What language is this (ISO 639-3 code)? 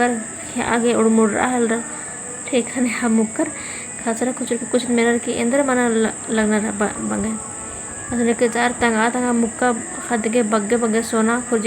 kru